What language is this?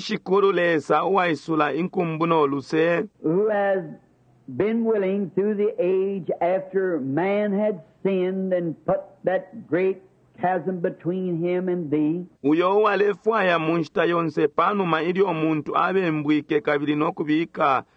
Bemba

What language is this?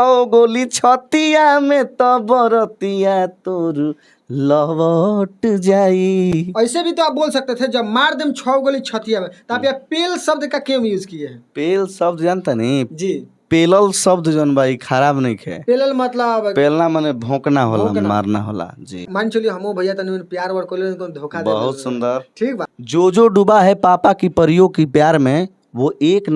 Bhojpuri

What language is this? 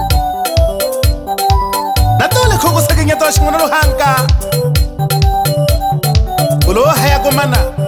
Swahili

